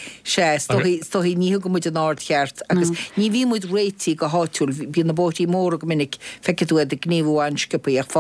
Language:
Irish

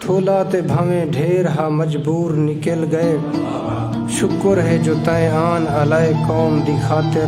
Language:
Saraiki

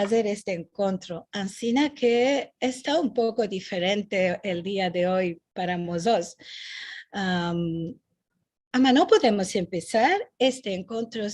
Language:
Ladino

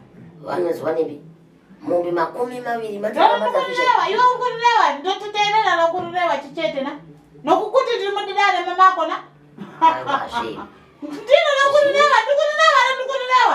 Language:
Shona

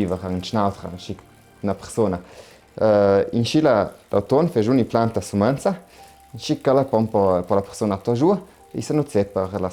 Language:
Ladin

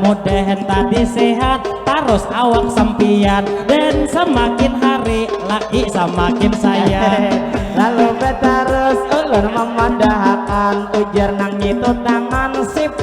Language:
Banjar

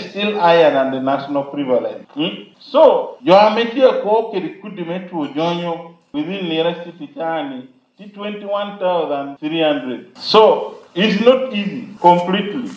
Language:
Lango (Uganda)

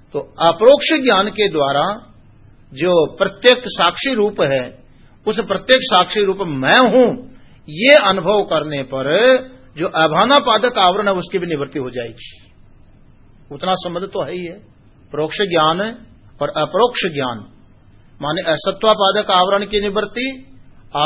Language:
Hindi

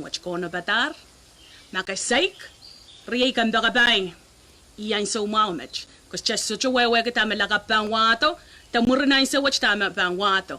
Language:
Pohnpeian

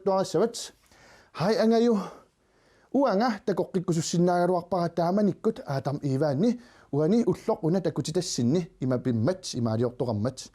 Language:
Kalaallisut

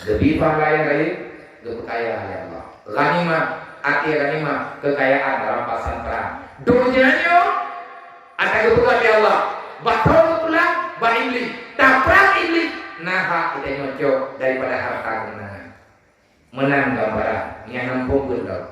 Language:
Achinese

